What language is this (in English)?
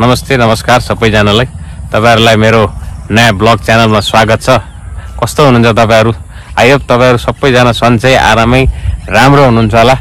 Nepali